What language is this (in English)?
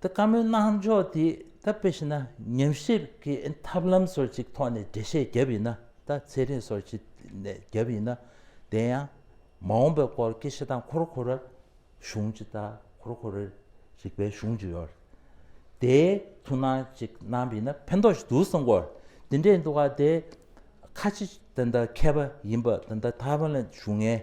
Tibetan